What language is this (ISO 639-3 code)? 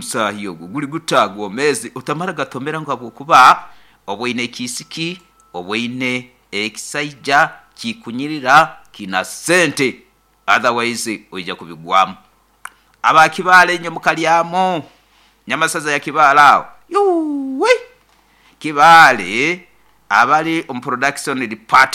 nyo